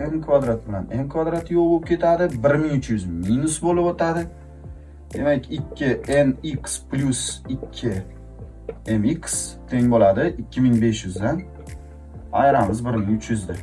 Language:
Uzbek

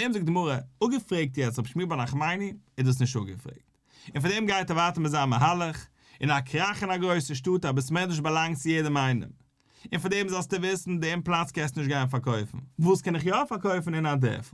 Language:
Yiddish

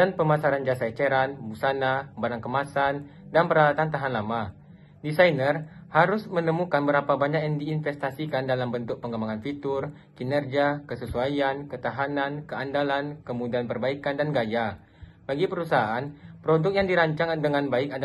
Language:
Indonesian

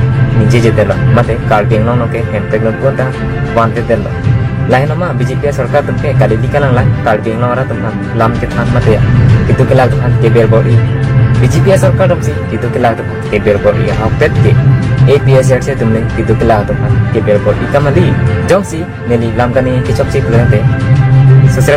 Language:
Karbi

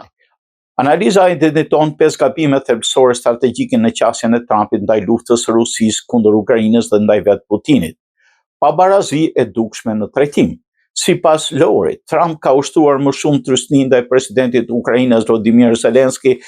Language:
Albanian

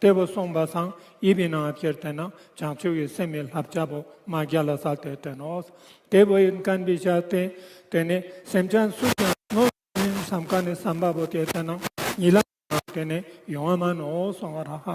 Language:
Ladakhi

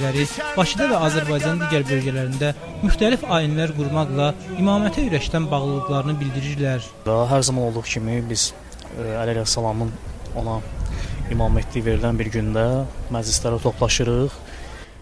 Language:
Azerbaijani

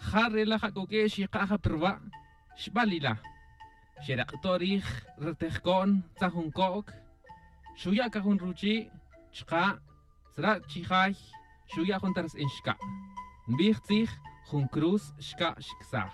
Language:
Tz'utujil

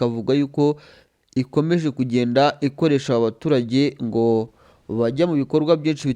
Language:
Kinyarwanda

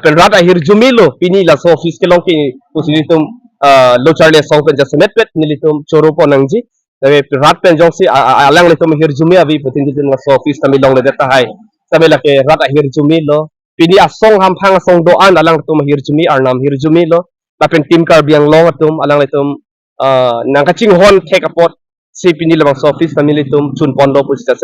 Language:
Karbi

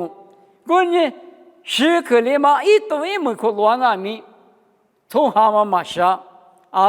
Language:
Lisu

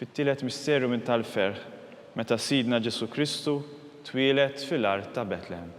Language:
Maltese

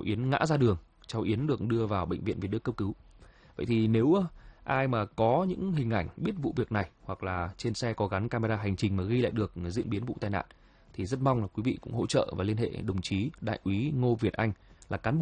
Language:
Vietnamese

